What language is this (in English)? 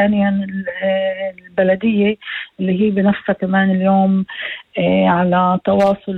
North Levantine Arabic